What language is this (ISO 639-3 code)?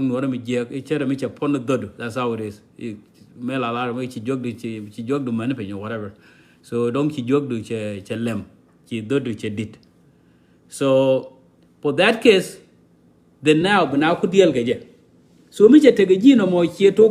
nus